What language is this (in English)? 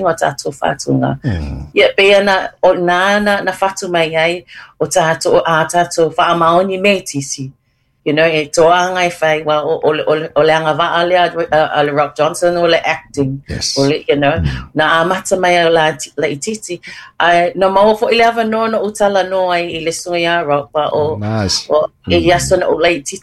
Samoan